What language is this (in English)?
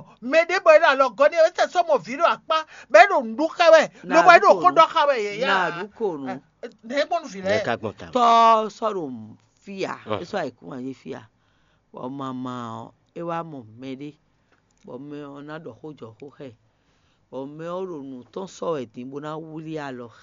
Fon